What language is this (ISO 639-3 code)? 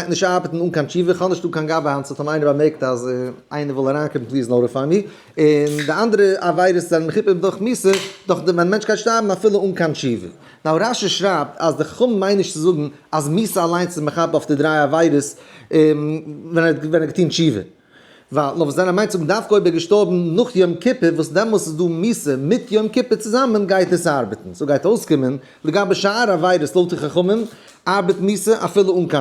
yid